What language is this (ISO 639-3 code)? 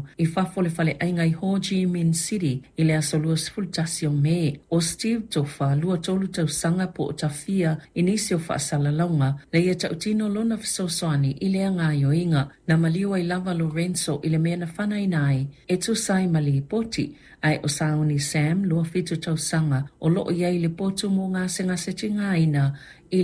smo